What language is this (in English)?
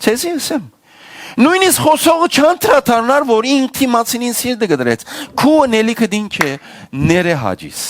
Western Armenian